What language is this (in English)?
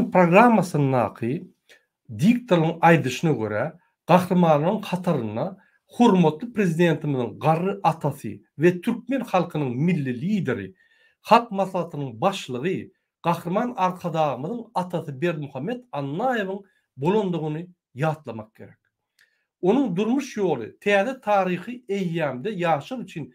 Turkmen